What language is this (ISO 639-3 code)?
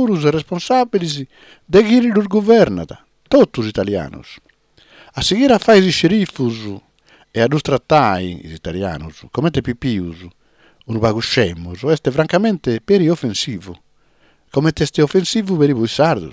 srd